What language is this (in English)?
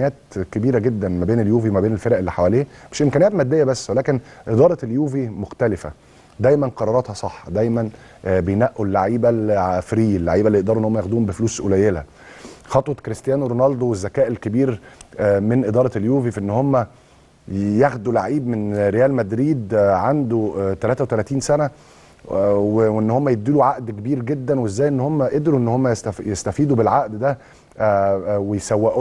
Egyptian Arabic